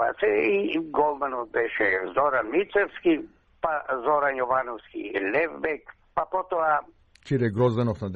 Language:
Macedonian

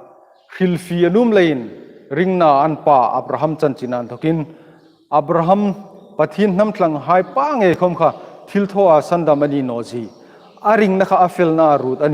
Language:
Hmar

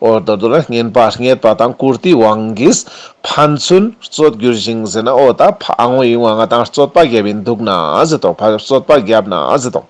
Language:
Ladakhi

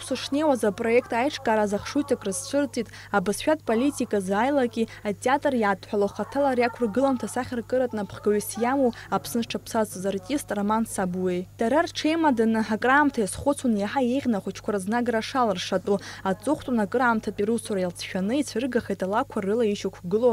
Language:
Abkhazian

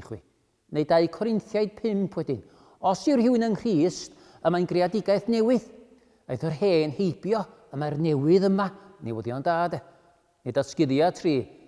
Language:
Welsh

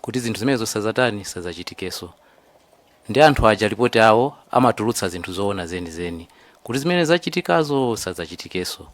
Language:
Nyanja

